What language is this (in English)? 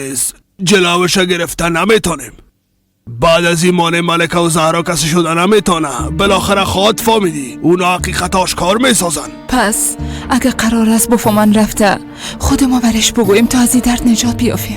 Persian